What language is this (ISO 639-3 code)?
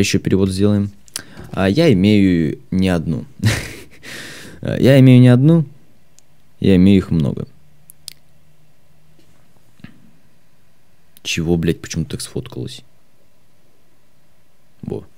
rus